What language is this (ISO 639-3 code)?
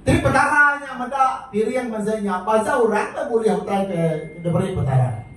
iba